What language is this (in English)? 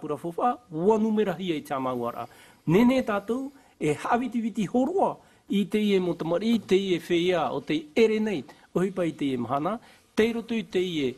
Tahitian